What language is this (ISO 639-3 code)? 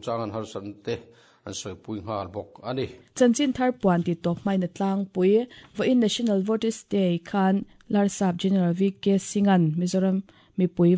lus